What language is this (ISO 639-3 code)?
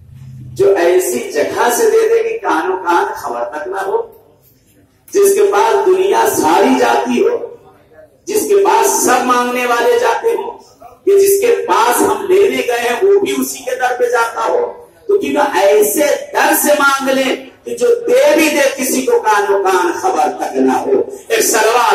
urd